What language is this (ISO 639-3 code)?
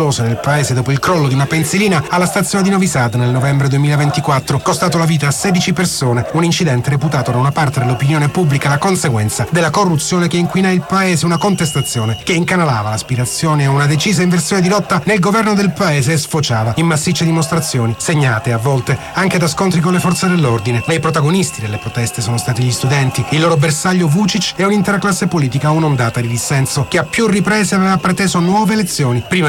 ita